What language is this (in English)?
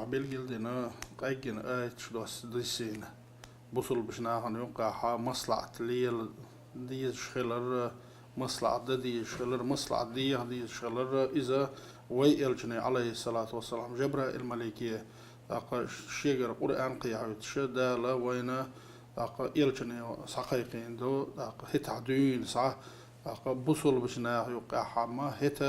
Chechen